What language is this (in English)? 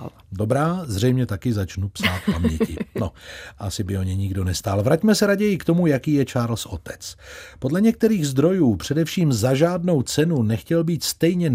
Czech